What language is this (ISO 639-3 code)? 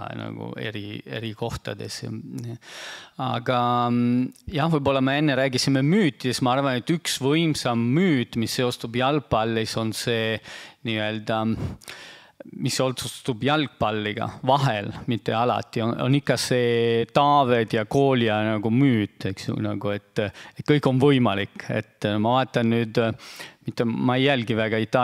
est